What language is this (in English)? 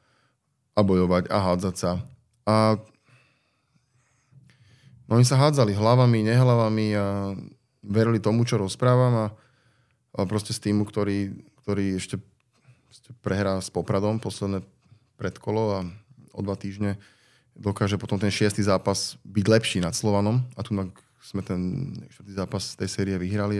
Slovak